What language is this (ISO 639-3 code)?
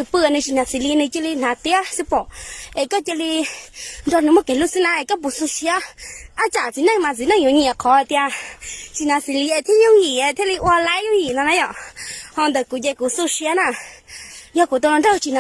hmn